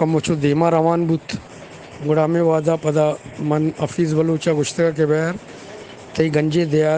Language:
Eastern Balochi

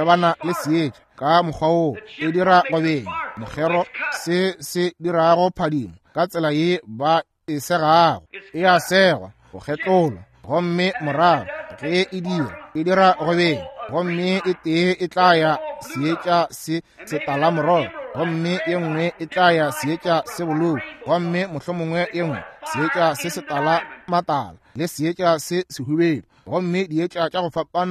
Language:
Northern Sotho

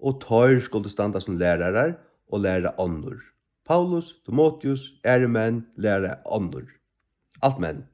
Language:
Faroese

